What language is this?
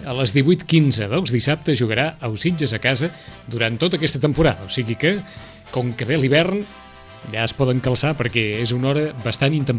Catalan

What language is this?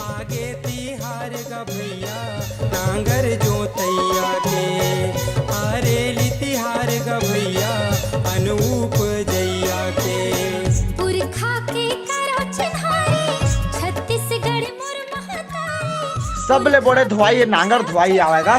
Chhattisgarhi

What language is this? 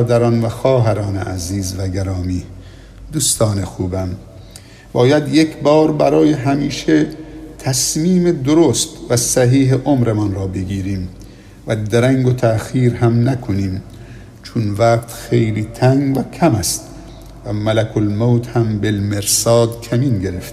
Persian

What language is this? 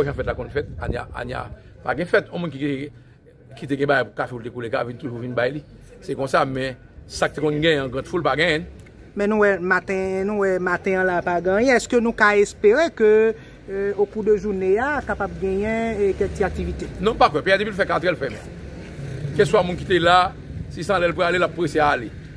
Haitian Creole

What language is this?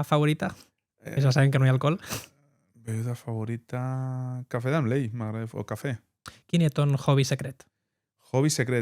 Occitan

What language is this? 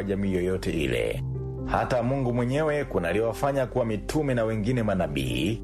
Swahili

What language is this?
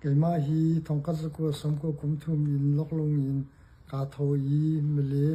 Hakha Chin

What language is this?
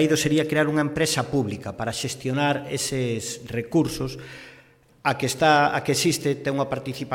Galician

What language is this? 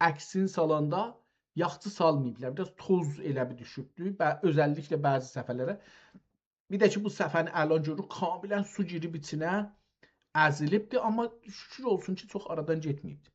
South Azerbaijani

